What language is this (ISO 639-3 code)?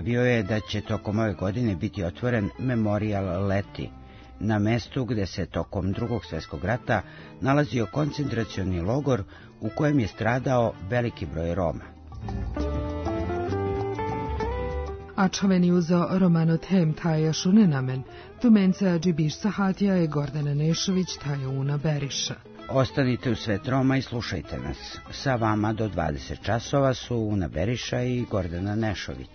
srp